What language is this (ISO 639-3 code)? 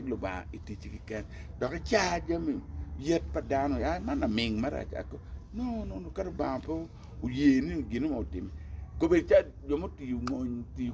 ach